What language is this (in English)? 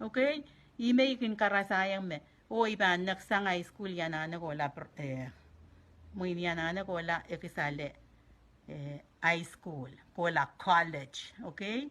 Pohnpeian